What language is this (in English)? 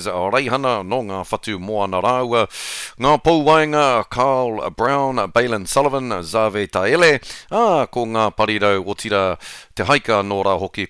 Māori